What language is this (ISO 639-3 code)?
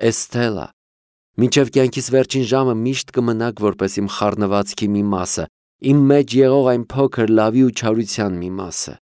hye